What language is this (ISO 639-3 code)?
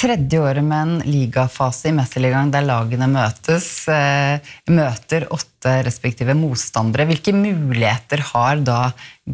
nor